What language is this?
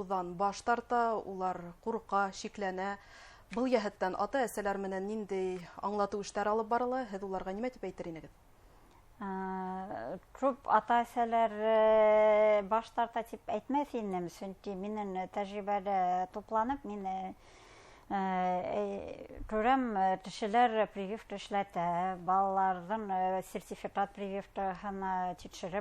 Bashkir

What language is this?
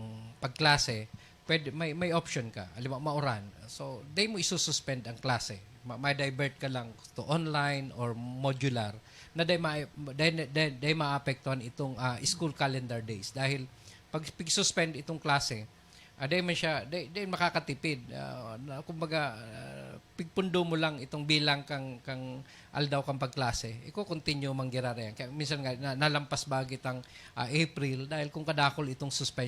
Bikol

